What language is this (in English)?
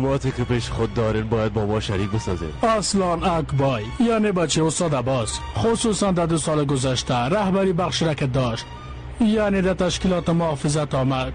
Persian